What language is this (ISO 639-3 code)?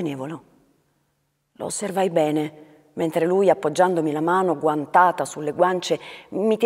ita